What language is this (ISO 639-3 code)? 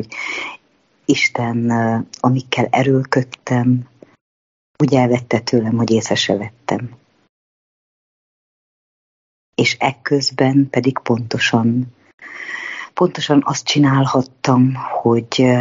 hun